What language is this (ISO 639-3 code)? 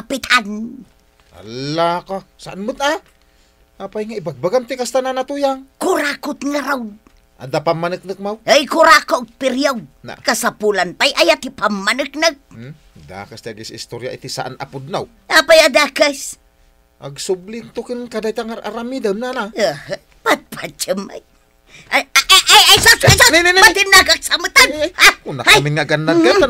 ilo